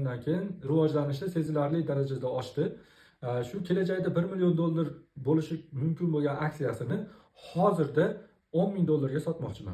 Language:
Uzbek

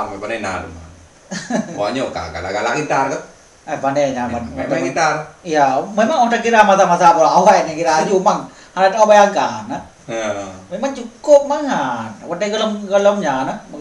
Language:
Achinese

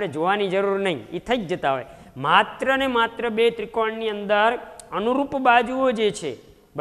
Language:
Gujarati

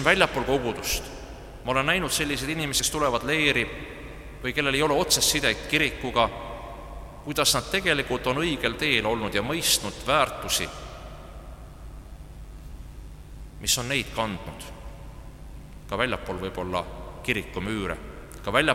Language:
Estonian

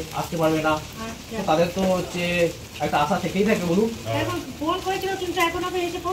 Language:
Bangla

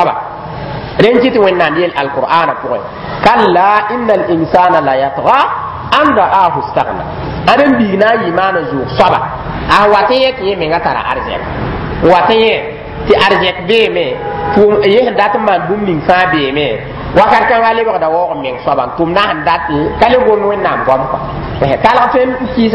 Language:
Mossi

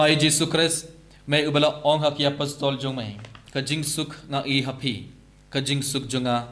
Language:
Khasi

